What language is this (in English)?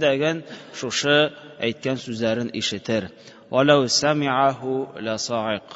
Tatar